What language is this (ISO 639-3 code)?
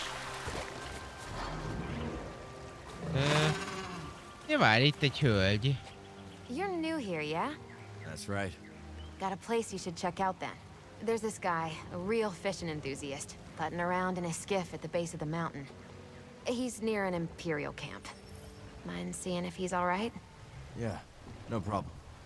hun